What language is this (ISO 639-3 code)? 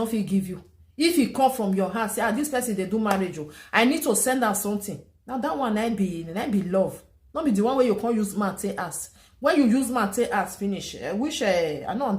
pcm